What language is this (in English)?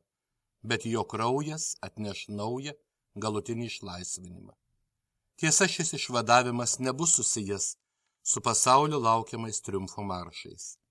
Lithuanian